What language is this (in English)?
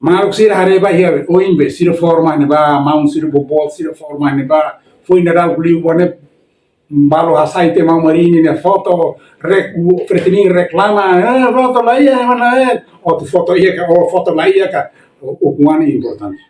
Tetum